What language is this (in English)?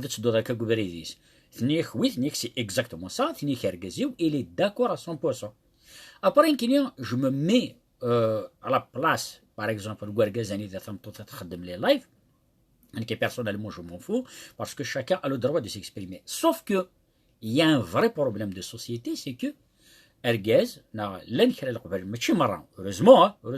Kabyle